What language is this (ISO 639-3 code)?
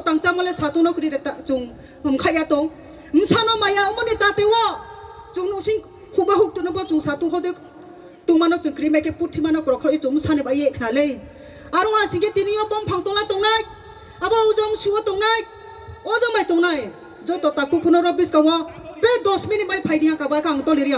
ria